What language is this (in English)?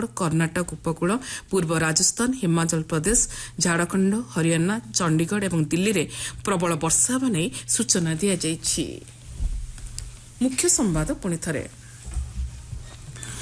Odia